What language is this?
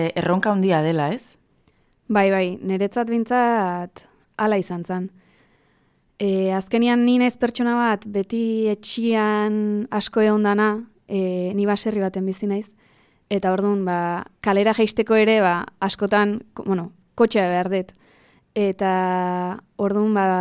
Basque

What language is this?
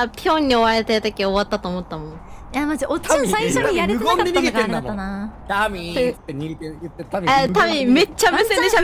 Japanese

